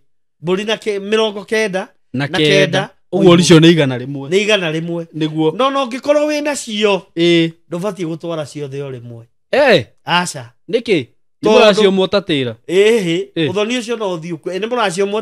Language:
Kikuyu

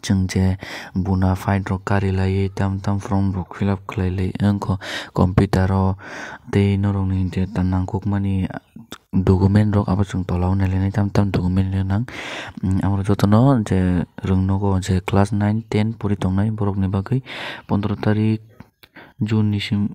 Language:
Kok Borok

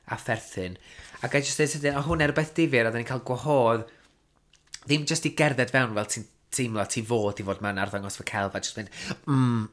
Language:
Welsh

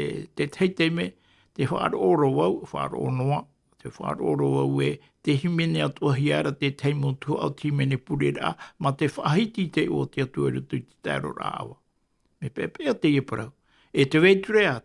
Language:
Tahitian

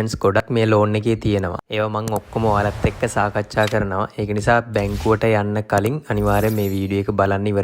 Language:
Sinhala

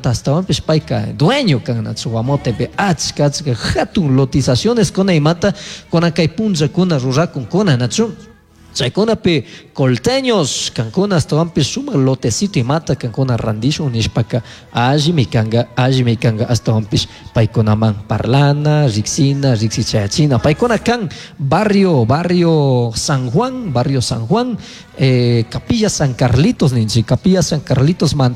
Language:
Chimborazo Highland Quichua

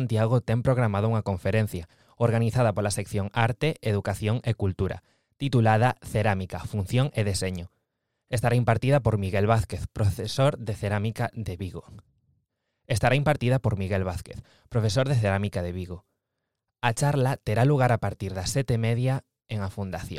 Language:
Galician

